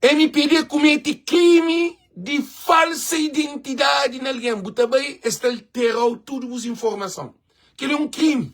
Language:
Kabuverdianu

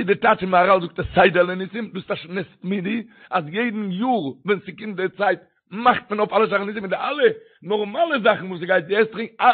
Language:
Yiddish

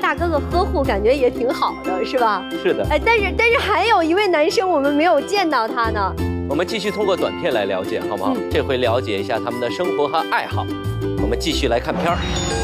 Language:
Chinese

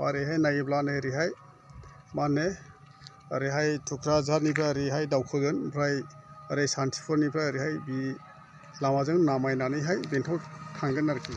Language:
Bodo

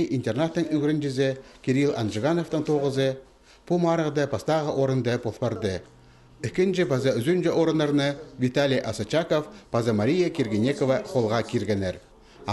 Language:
Khakas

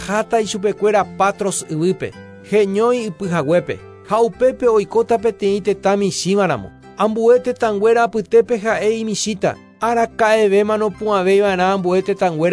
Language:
Guarani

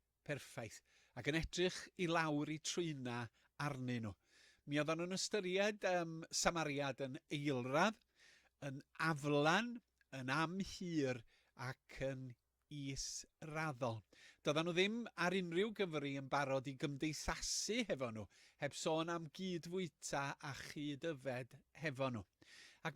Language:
Welsh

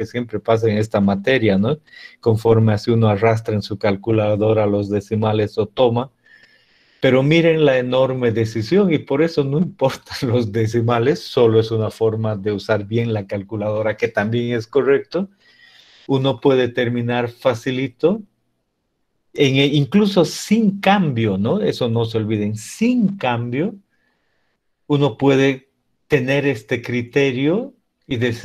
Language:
Spanish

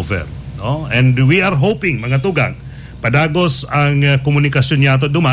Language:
Bikol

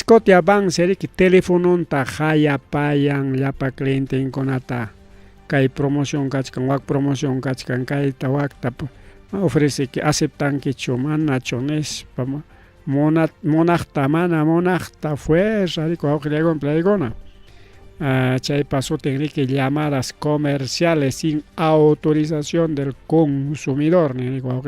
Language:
Ayacucho Quechua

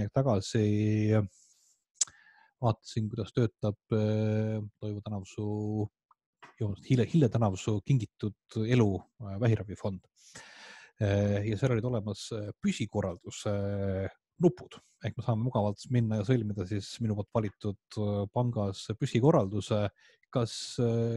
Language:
Estonian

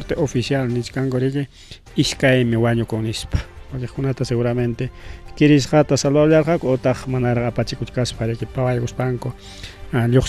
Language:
Ayacucho Quechua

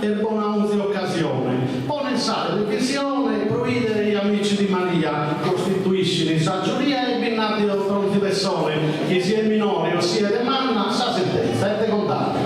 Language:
Sardinian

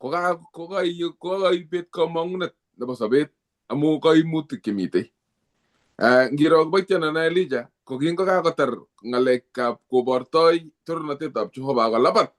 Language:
Kalenjin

